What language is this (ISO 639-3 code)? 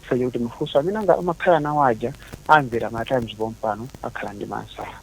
nya